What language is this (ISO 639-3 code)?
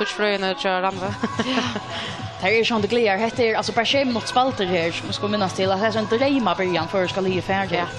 fao